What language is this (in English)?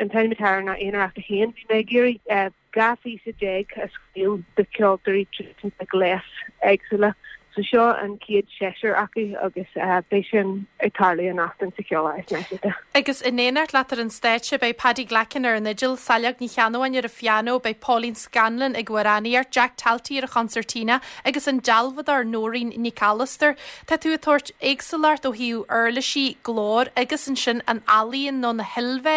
Irish